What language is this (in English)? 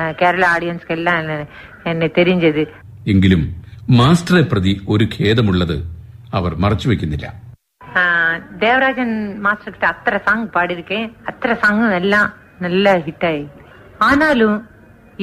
Malayalam